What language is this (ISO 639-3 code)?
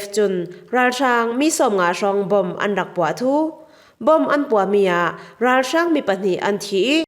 cfm